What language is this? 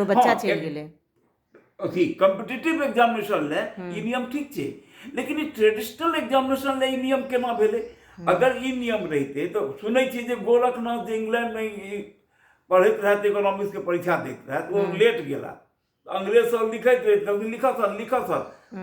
Maithili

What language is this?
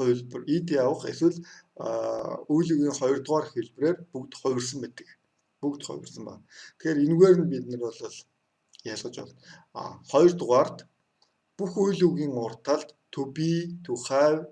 Mongolian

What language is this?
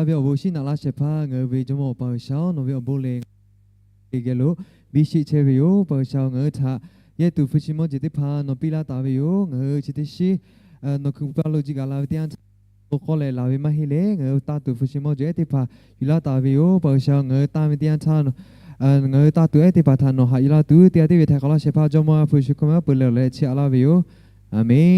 Lahu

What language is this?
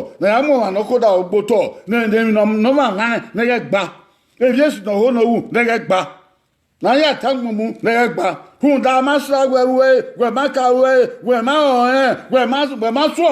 Bini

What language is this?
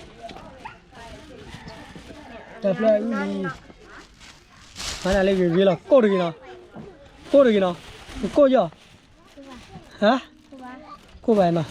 S'gaw Karen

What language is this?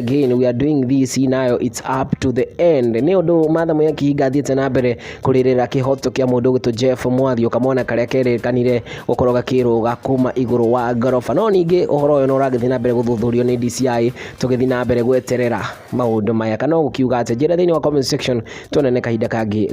Kikuyu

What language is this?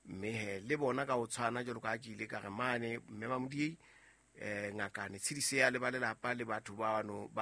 Southern Sotho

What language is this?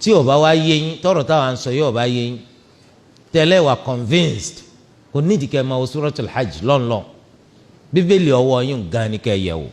Yoruba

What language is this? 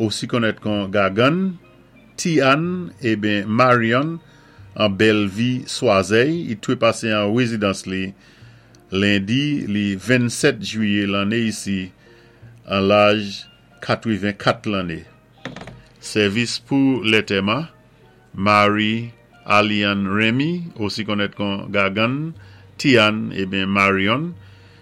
Saint Lucian Creole French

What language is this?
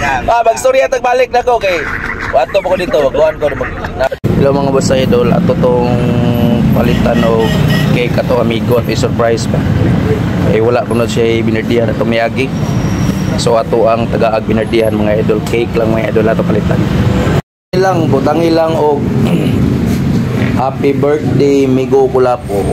Cebuano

